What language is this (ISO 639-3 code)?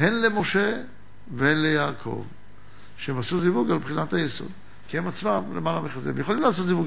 heb